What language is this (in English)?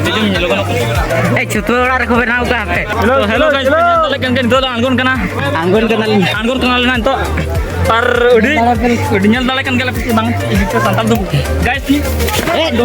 Santali